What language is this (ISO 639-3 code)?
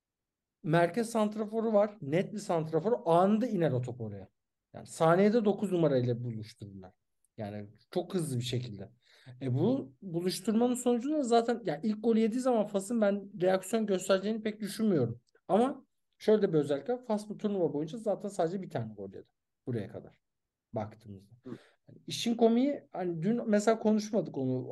tur